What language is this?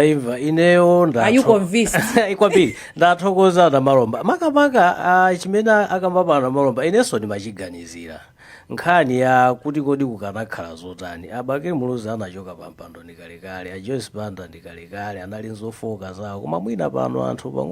Nyanja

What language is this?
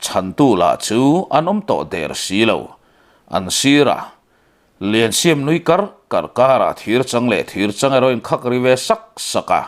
Mizo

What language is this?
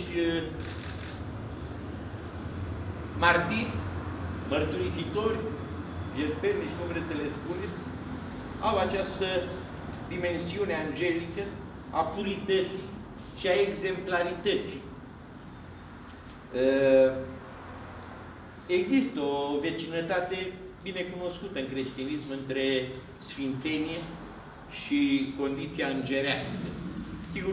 Romanian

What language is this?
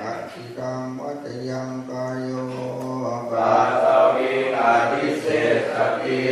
Pali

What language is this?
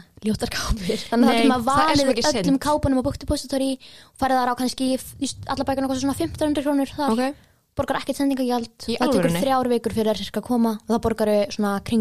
Icelandic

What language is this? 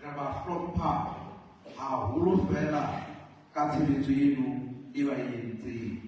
Southern Sotho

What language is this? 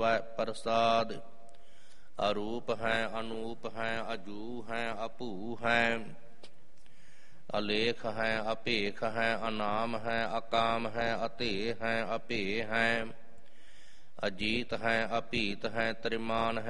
Punjabi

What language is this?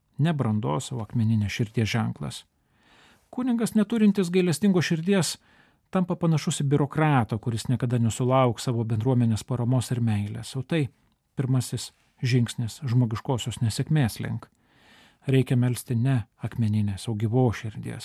Lithuanian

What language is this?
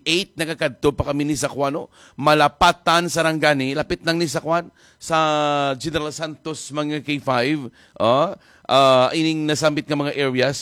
Hiligaynon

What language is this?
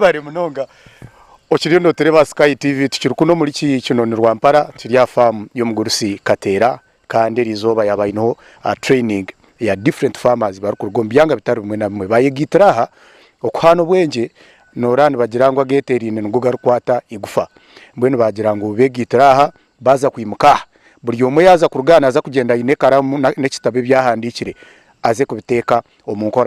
Nyankole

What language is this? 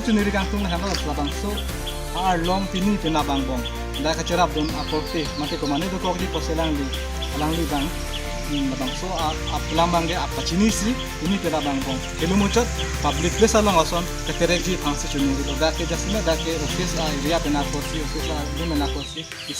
Karbi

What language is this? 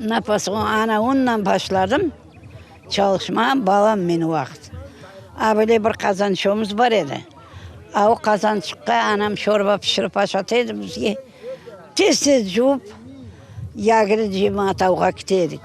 Crimean Tatar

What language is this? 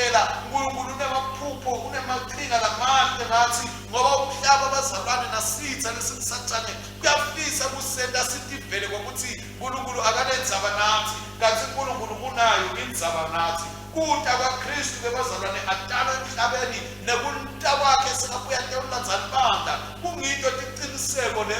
Swati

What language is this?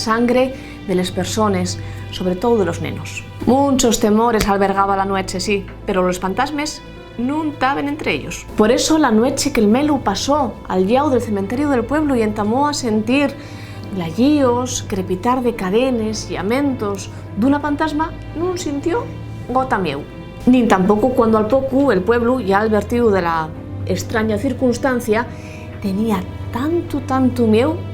Asturian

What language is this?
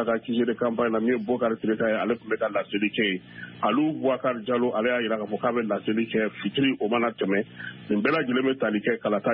Bambara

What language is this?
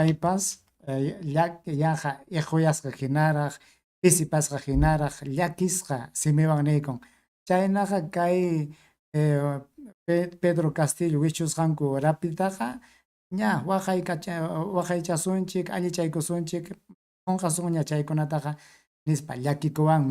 Ayacucho Quechua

